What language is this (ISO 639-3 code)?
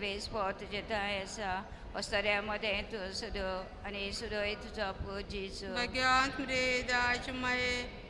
kok